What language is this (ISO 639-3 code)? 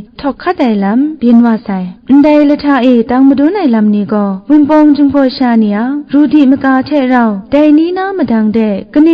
kac